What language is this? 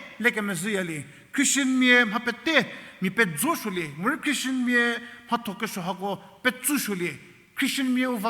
Angami Naga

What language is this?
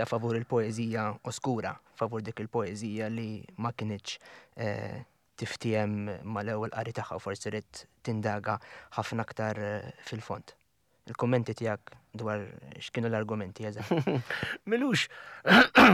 Maltese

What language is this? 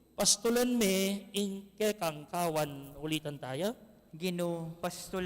Pampanga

